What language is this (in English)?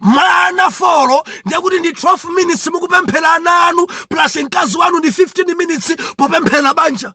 Nyanja